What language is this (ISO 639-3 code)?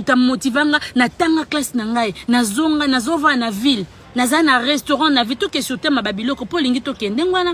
lin